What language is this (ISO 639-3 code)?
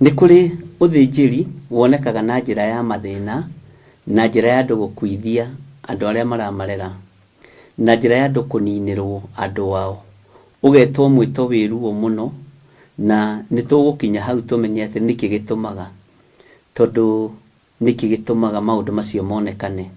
kik